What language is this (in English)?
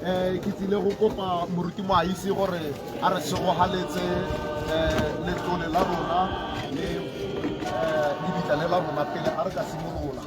Tswana